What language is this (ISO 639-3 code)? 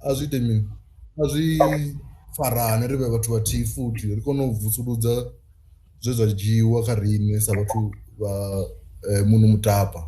ven